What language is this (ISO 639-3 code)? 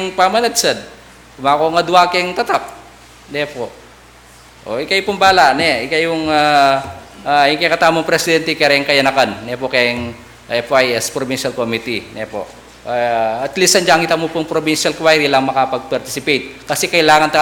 pam